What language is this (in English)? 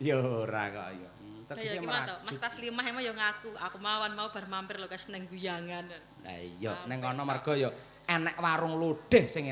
Javanese